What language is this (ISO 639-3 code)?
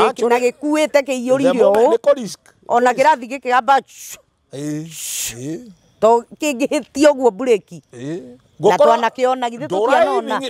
kik